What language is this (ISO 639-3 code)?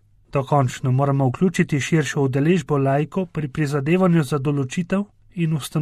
slv